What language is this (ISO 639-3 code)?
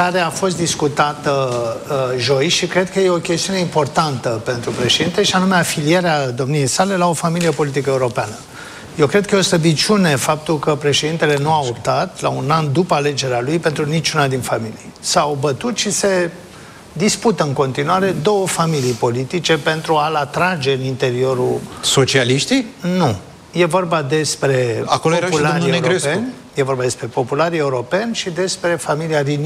ron